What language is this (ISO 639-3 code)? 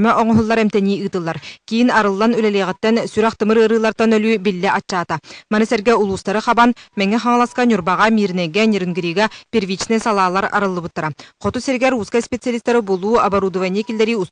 sah